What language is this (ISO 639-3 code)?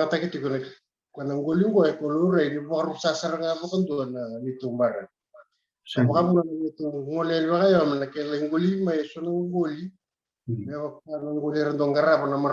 fij